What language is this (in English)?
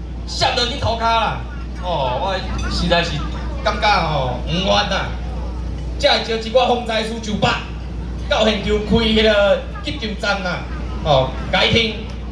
Min Nan Chinese